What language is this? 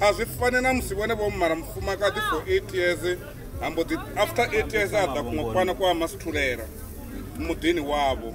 Venda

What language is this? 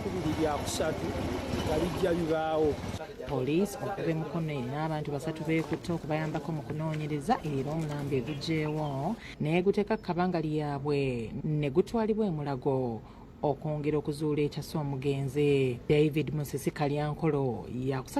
Ganda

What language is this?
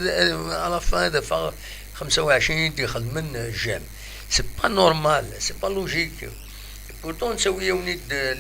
Kabyle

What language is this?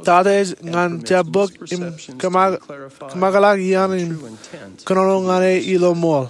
Marshallese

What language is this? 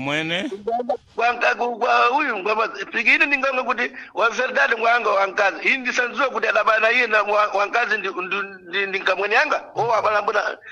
Sena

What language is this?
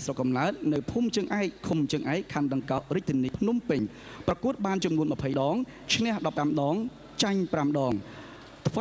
Khmer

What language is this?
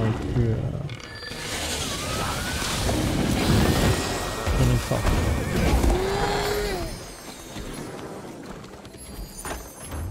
French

